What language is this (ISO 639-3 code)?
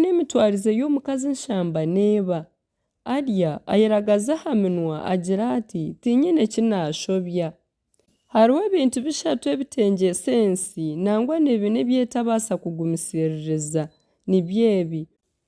nyn